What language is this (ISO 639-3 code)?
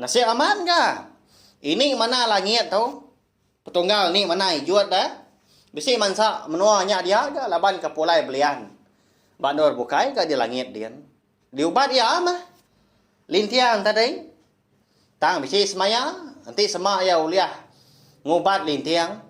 iba